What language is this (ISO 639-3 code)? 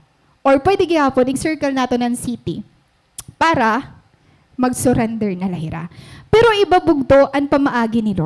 war